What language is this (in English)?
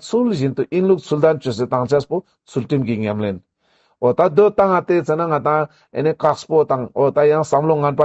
Ladakhi